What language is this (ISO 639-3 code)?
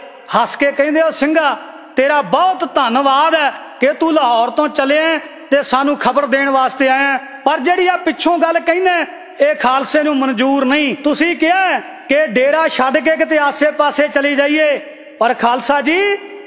pan